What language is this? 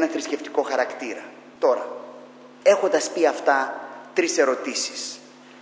Greek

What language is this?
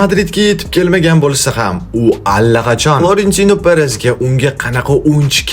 Uzbek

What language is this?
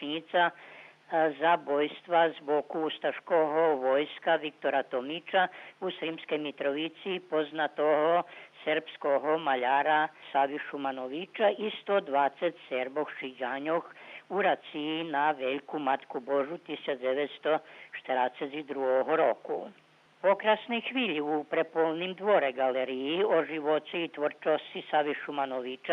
Rusyn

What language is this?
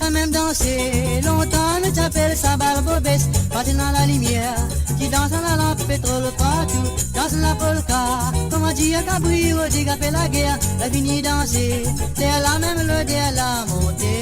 Morisyen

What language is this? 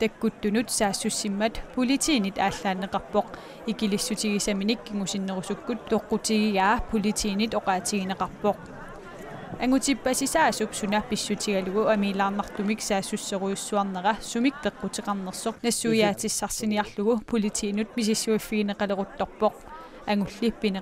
Kalaallisut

